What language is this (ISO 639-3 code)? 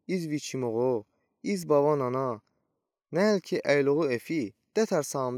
udi